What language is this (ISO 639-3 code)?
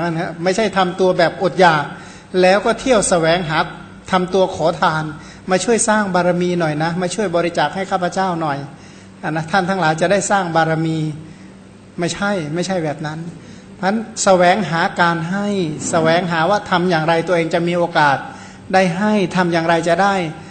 tha